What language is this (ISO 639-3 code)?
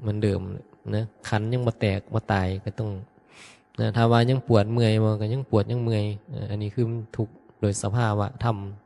tts